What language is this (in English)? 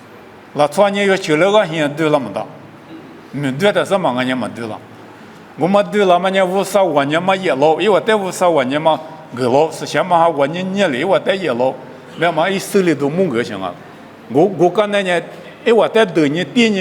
Lisu